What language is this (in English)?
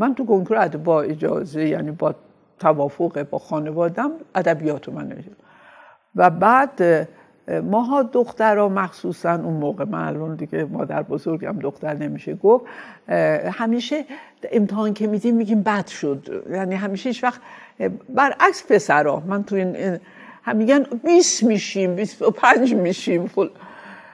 Persian